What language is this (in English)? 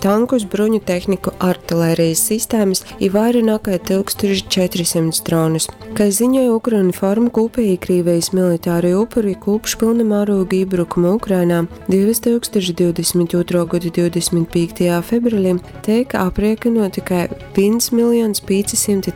Latgalian